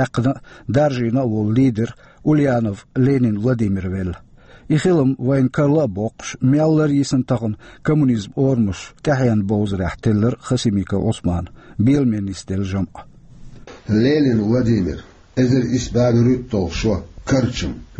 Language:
Chechen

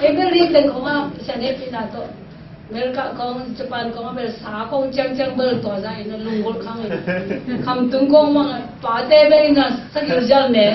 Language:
Tedim Chin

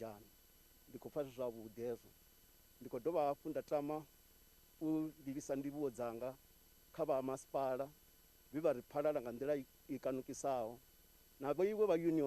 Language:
Venda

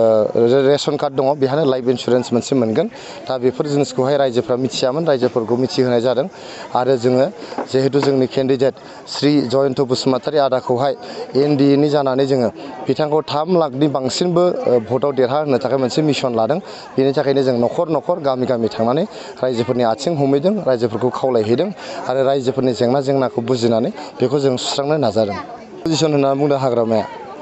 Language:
Bodo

